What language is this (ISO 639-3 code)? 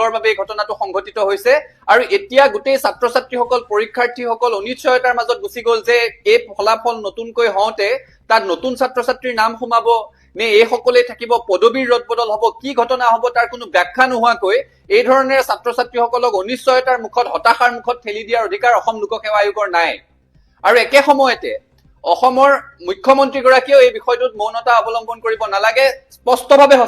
asm